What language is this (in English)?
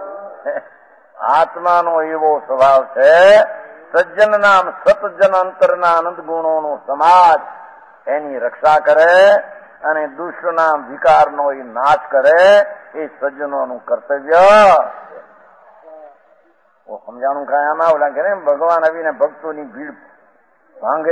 Gujarati